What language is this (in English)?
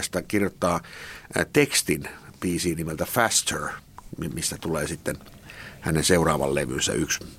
Finnish